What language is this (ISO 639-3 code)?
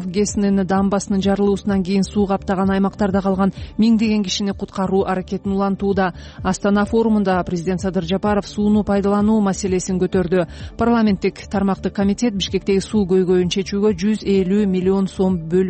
kir